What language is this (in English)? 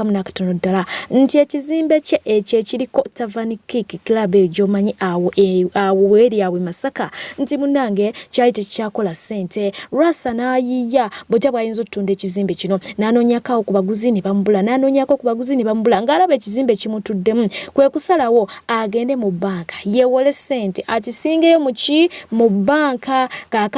Ganda